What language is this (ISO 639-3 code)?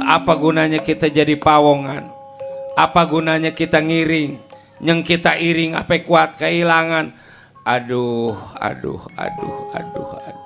bew